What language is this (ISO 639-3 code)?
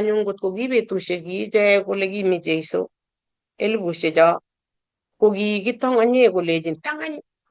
kln